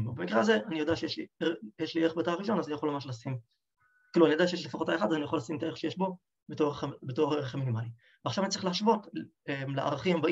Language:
Hebrew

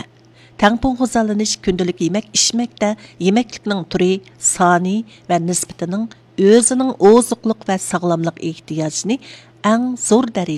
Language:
Uyghur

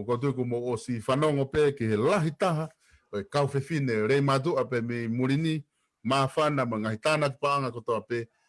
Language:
Tongan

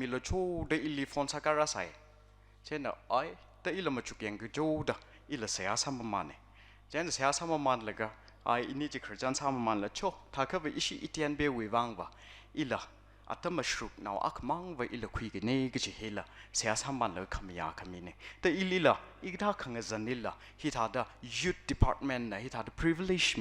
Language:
Tangkhul Naga (India)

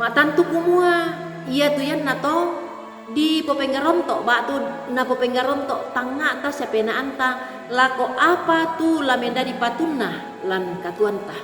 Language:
Toraja-Sa'dan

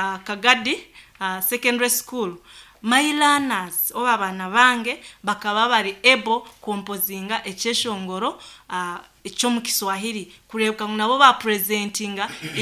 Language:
Nyankole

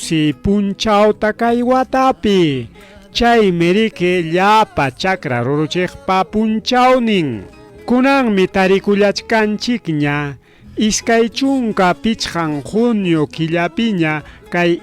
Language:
Ayacucho Quechua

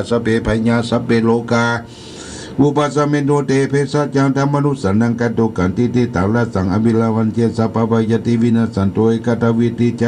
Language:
Pali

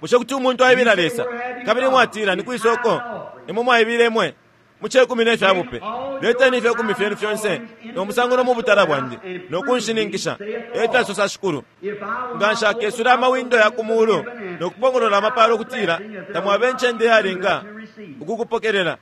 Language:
Bemba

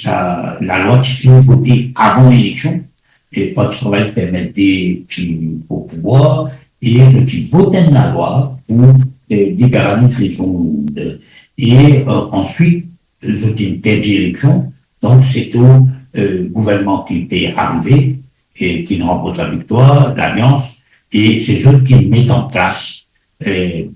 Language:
Morisyen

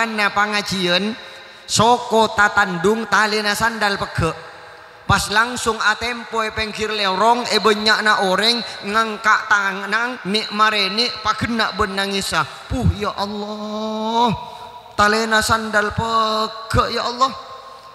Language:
Madurese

